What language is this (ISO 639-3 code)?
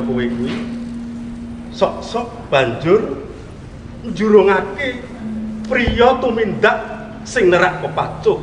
jav